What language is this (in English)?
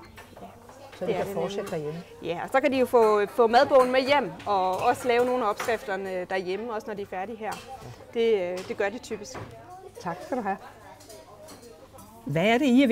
Danish